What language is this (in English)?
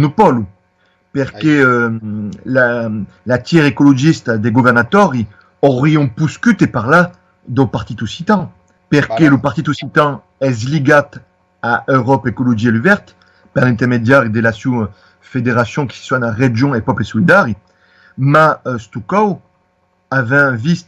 Occitan